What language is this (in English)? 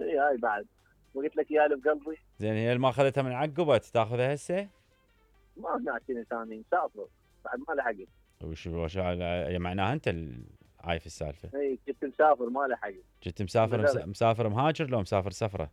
Mesopotamian Arabic